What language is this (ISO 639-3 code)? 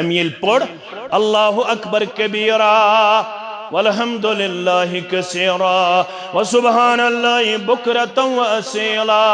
kas